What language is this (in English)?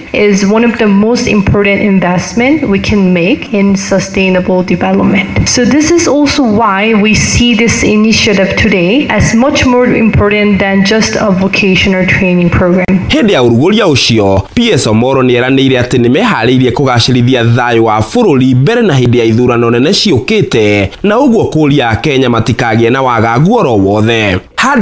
Kikuyu